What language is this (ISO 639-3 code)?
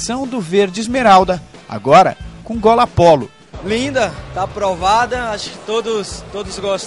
por